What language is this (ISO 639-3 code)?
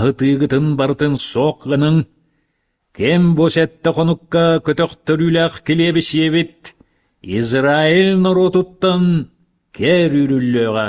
sah